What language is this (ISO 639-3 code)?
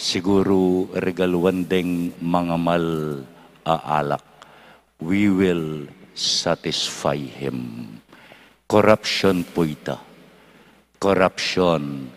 pam